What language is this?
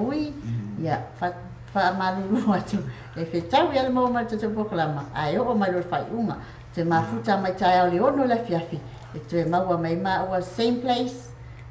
Samoan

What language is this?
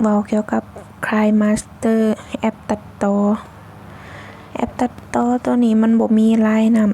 Lao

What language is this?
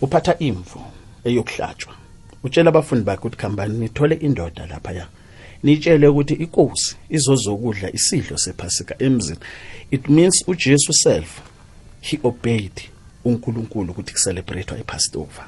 South Ndebele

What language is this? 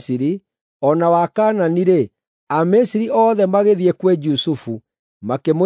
Kikuyu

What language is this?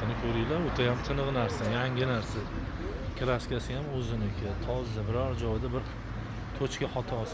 Uzbek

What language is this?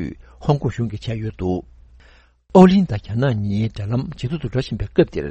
Tibetan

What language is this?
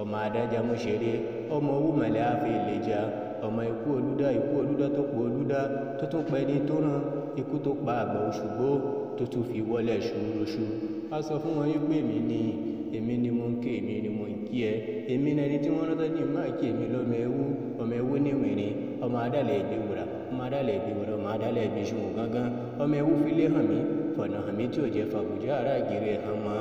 Yoruba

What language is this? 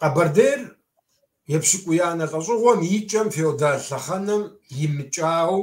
Kabardian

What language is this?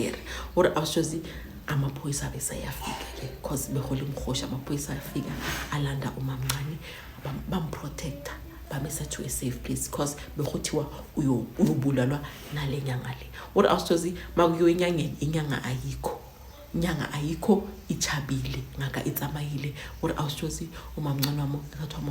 Zulu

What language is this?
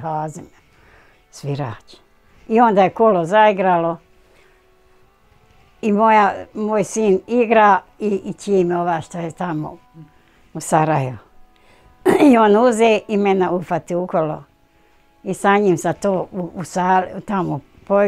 Bosnian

